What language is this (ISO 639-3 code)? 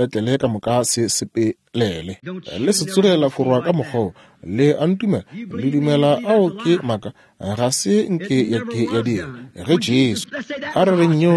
nso